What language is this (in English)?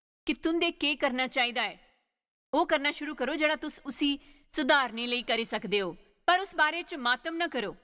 Dogri